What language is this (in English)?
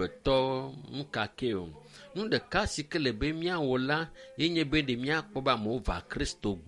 Ewe